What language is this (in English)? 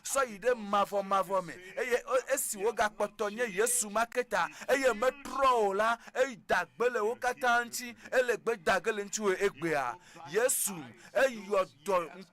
Ewe